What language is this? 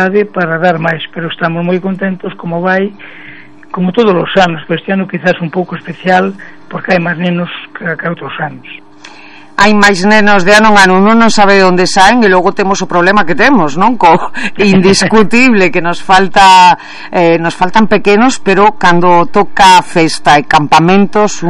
Galician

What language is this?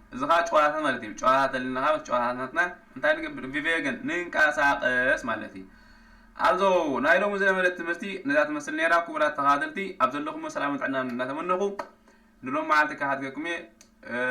Tigrinya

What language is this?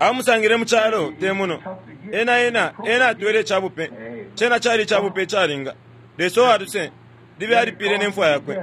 Bemba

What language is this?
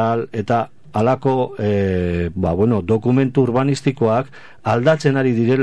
Basque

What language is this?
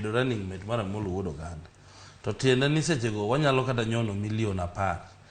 Luo (Kenya and Tanzania)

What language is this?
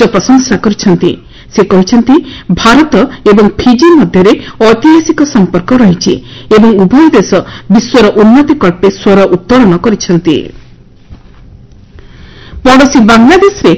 Odia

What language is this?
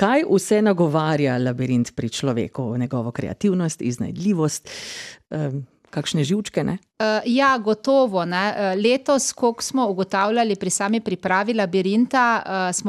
Slovenian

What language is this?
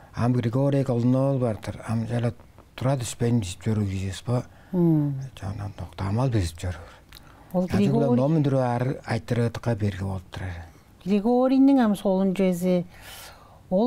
Tuvinian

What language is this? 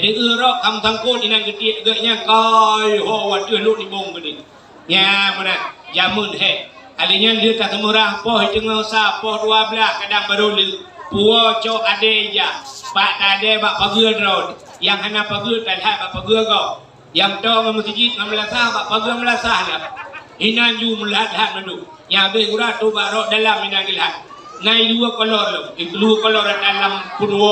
Achinese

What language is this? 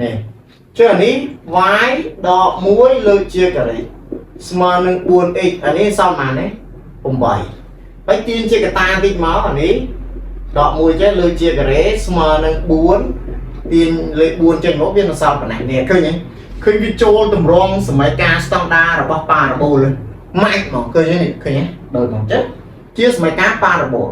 Khmer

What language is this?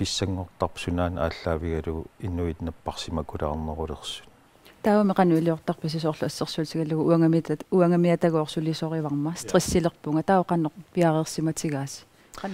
Kalaallisut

